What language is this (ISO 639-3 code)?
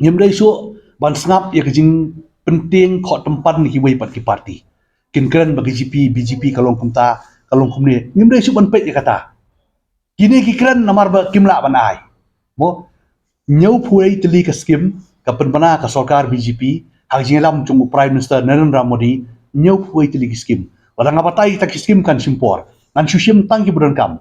kha